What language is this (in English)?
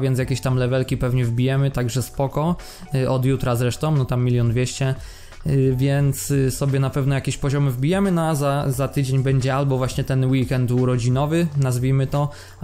Polish